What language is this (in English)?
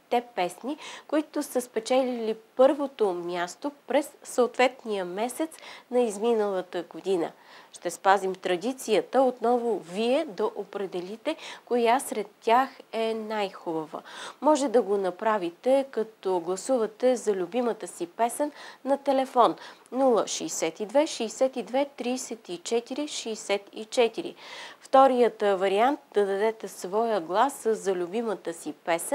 Bulgarian